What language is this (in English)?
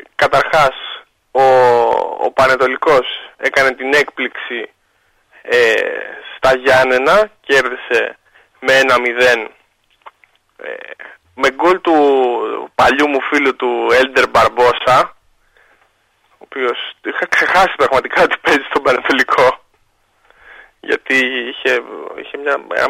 Greek